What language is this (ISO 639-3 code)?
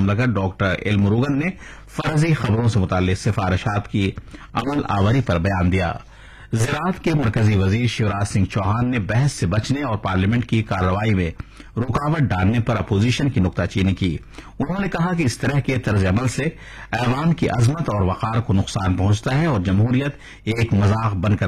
urd